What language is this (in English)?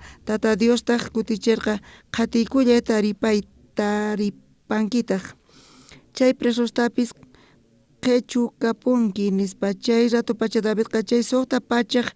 South Bolivian Quechua